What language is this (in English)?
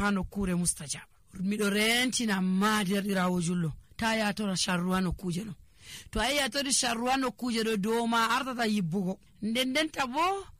Nigerian Fulfulde